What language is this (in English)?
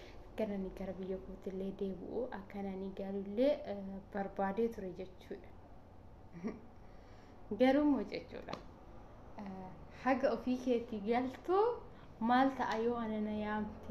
Oromo